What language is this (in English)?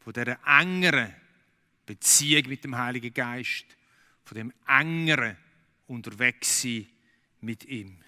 Swiss German